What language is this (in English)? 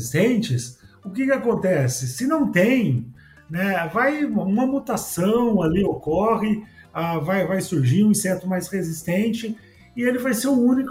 Portuguese